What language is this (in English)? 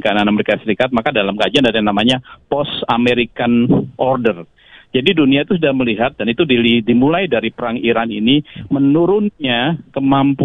Indonesian